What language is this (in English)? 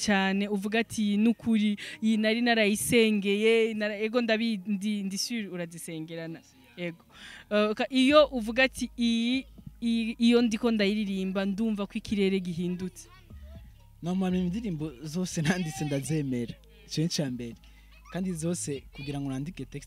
Rundi